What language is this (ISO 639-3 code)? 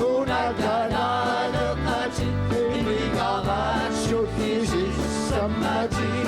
kal